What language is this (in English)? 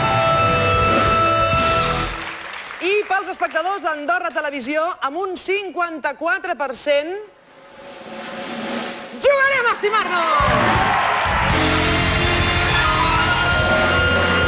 Catalan